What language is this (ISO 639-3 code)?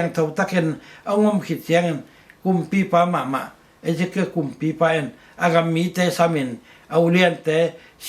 ctd